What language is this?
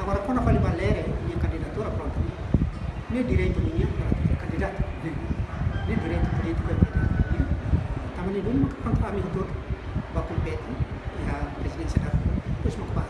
Tetum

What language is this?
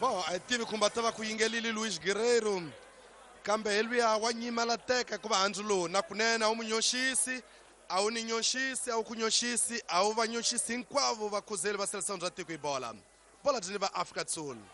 Tsonga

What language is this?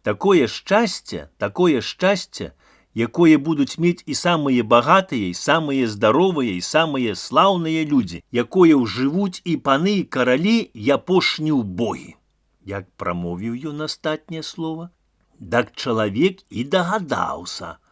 Belarusian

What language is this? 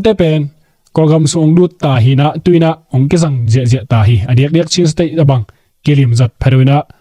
Tedim Chin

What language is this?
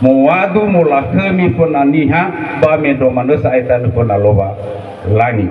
Nias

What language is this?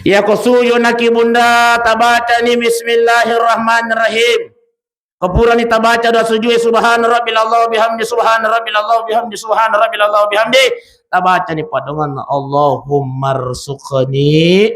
Buginese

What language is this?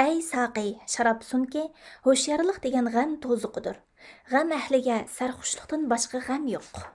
Uyghur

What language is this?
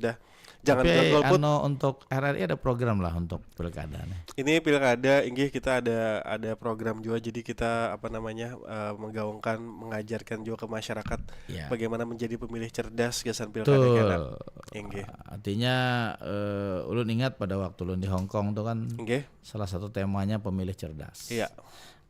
Banjar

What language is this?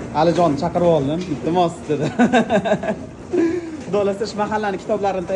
Uzbek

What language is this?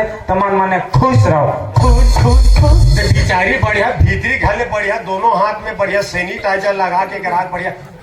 Chhattisgarhi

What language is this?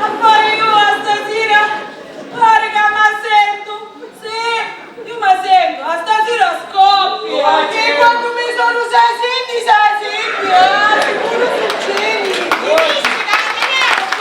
Sicilian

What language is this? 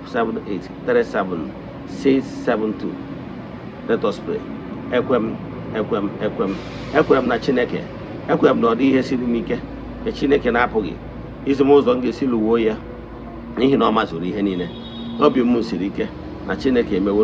Igbo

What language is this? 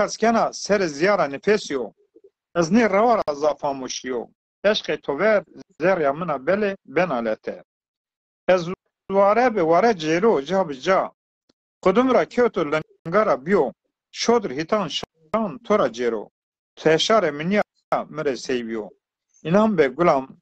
Zaza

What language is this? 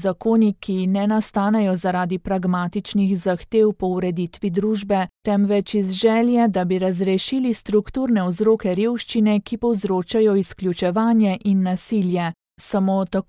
Slovenian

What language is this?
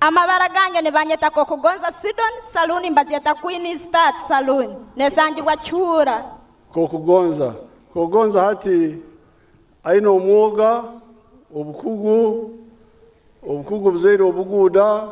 Nyankole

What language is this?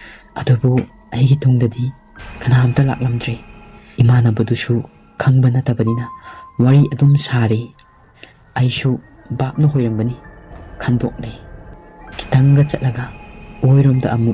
Manipuri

